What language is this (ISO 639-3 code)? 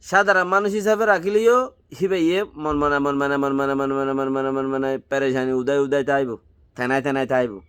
rhg